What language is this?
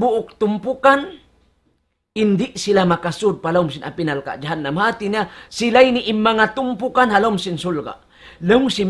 Tausug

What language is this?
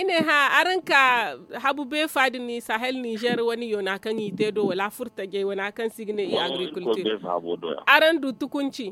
Zarma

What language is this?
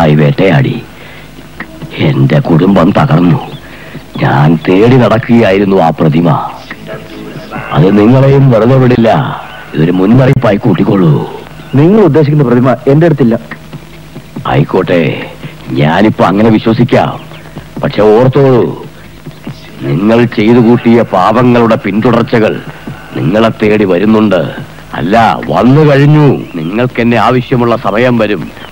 Malayalam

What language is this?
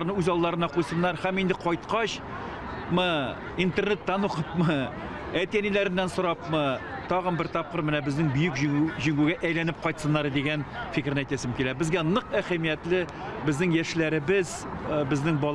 Tatar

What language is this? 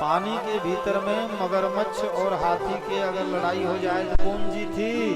Chhattisgarhi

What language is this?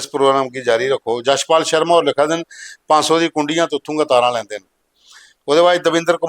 Dogri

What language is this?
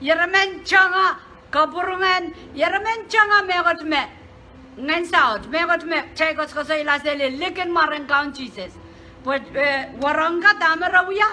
Pohnpeian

